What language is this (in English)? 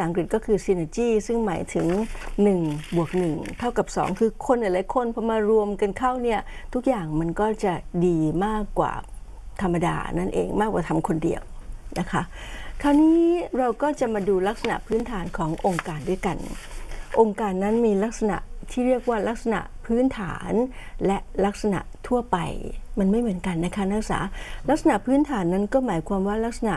Thai